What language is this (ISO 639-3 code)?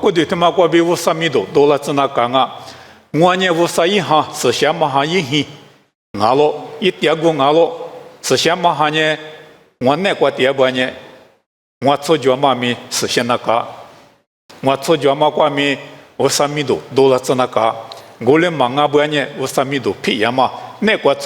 lis